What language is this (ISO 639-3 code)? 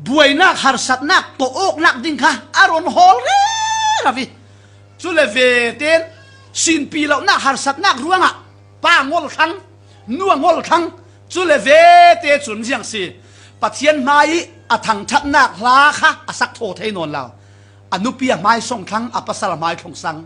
cfm